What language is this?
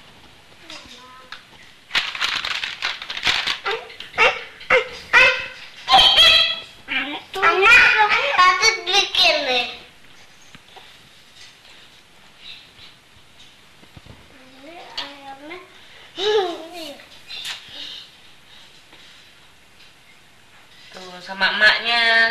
Indonesian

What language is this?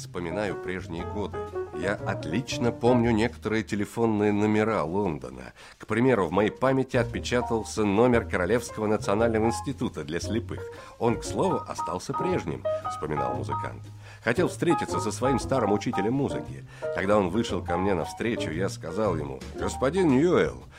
Russian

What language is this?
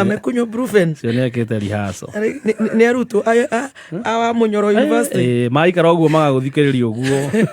Kikuyu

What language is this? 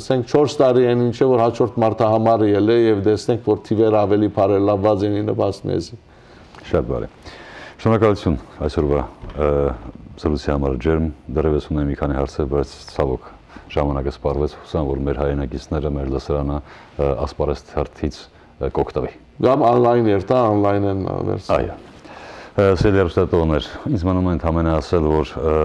Western Armenian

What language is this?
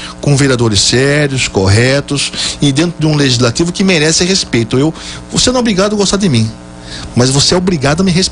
Portuguese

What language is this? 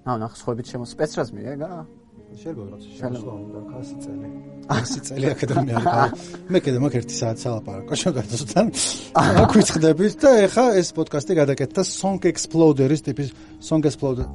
Georgian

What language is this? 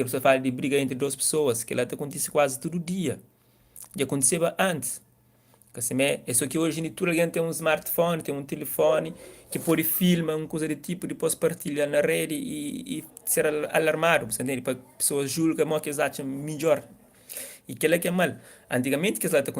Kabuverdianu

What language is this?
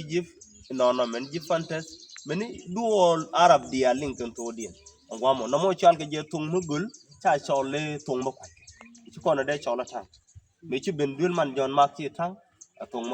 Nuer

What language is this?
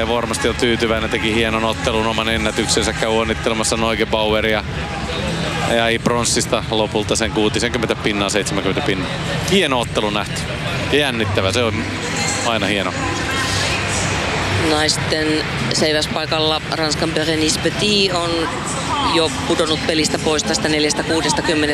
Finnish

